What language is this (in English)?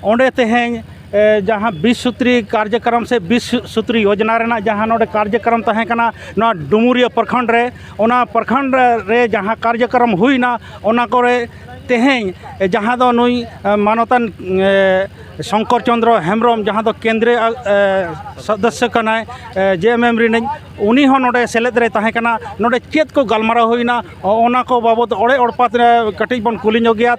Santali